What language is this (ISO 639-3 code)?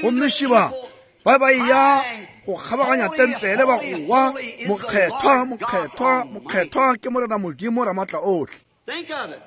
nso